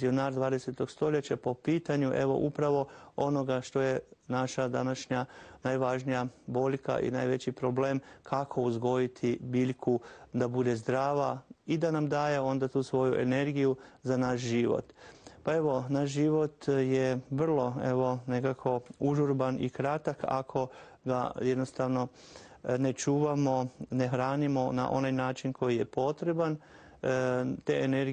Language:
Croatian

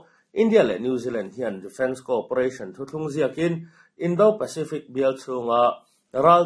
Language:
Mizo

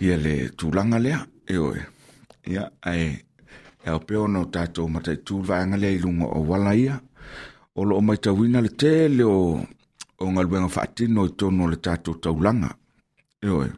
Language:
Samoan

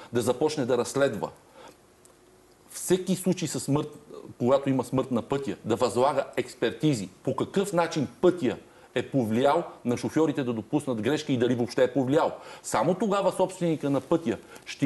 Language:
Bulgarian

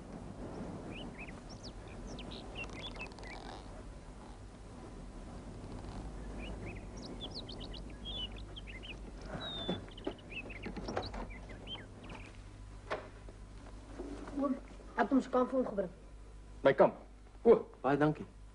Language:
Afrikaans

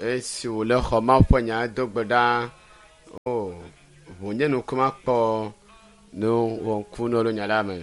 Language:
Ewe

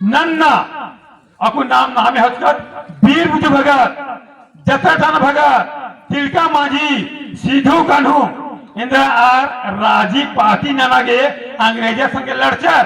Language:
Kurukh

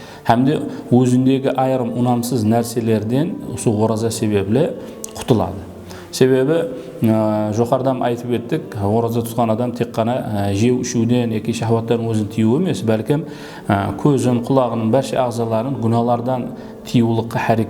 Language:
Kara-Kalpak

